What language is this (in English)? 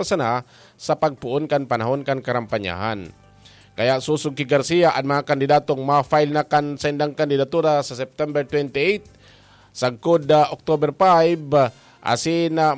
Bikol